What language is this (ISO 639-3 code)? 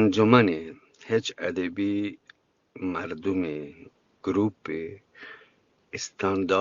bgp